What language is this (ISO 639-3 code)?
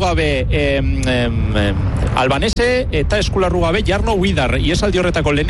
eus